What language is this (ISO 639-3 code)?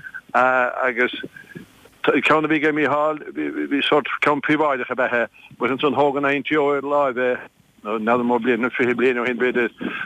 gle